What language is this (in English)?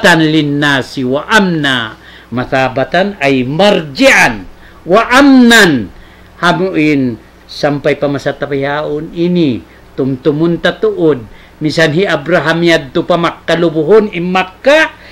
Tausug